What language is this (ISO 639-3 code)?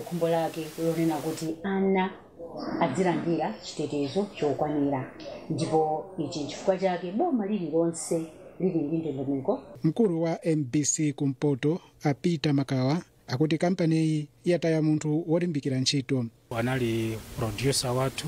nya